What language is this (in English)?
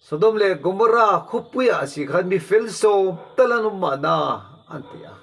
Mizo